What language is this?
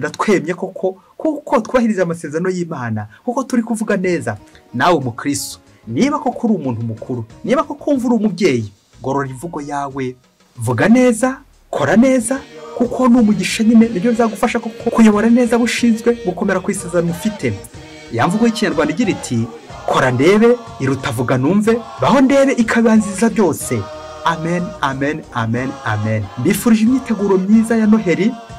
Kinyarwanda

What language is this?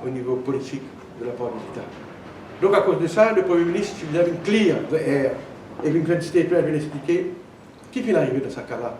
Morisyen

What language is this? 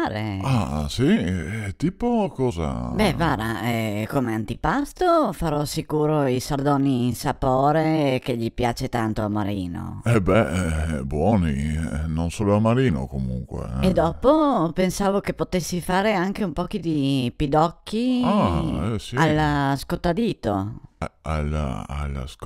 Venetian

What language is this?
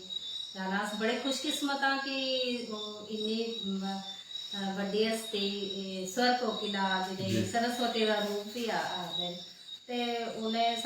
Dogri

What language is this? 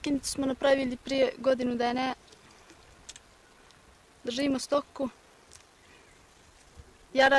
Bosnian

